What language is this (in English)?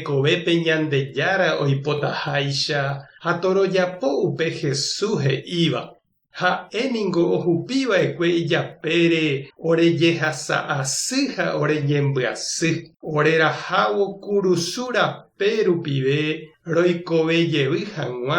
Guarani